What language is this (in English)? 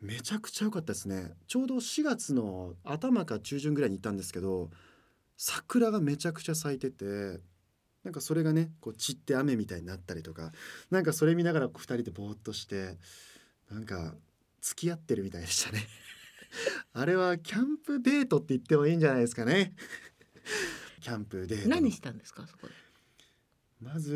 Japanese